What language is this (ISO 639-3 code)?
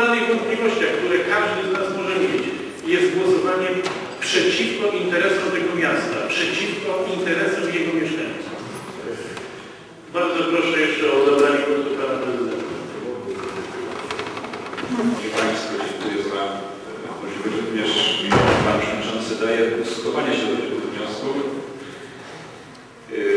pol